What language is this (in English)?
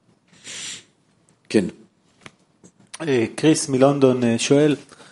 Hebrew